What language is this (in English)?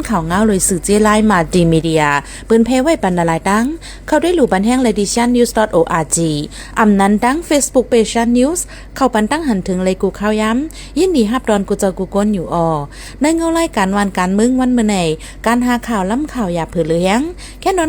Shan